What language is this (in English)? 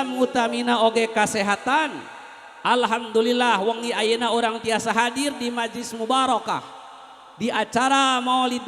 Sundanese